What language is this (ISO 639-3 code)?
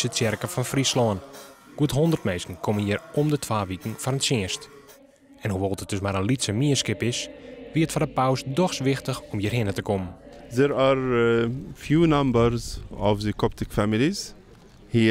fry